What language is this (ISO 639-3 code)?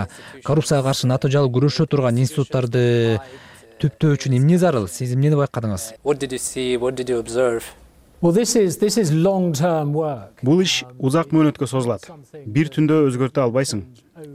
kir